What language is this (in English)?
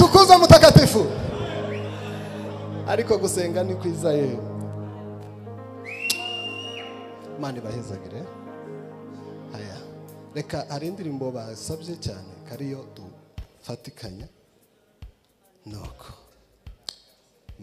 Kinyarwanda